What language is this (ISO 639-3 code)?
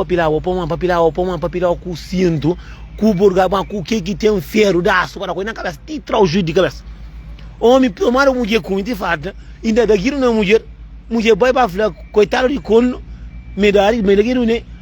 kea